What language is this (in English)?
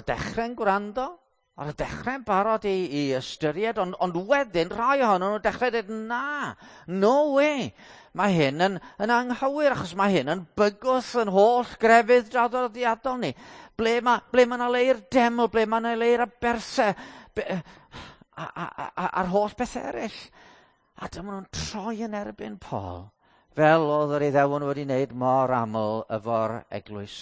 Welsh